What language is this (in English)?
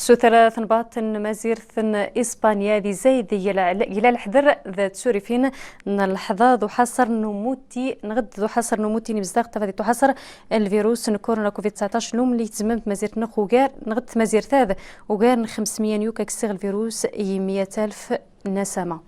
Riffian